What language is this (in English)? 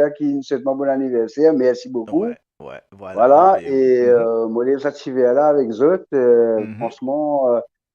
Morisyen